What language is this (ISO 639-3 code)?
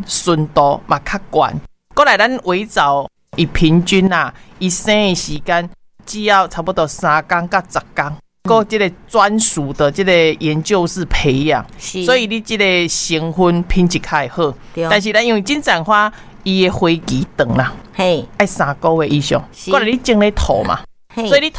nan